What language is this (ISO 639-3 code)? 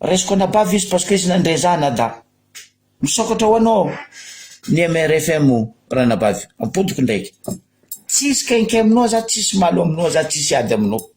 mlg